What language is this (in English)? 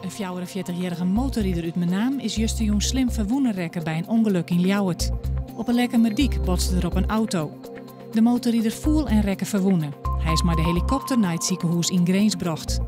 Western Frisian